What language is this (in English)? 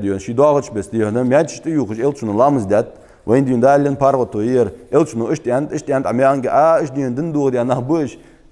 Ingush